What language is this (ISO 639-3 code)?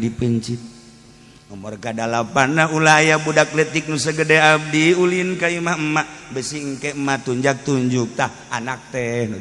sun